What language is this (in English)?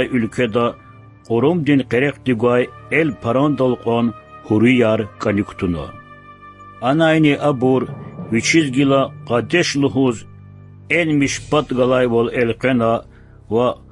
Lezghian